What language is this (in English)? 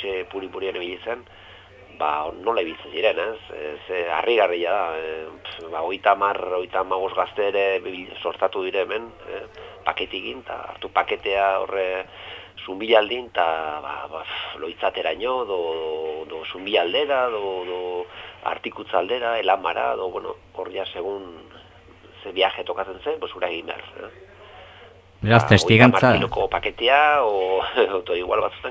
Basque